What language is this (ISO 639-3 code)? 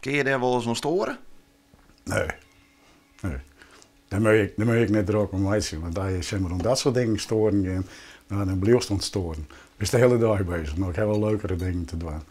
fry